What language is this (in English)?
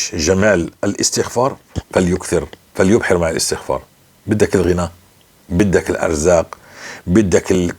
North Levantine Arabic